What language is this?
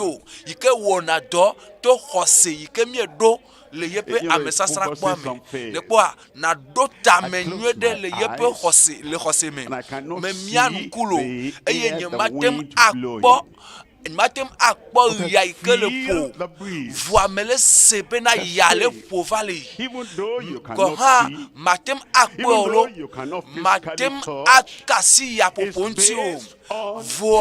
Ewe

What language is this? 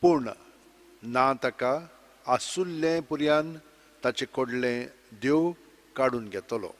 Konkani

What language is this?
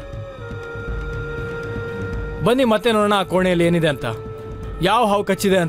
Kannada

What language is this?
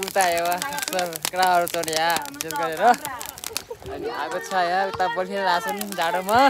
Nepali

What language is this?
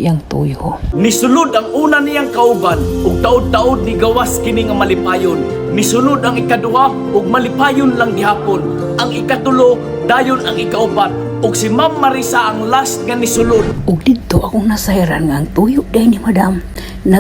Cebuano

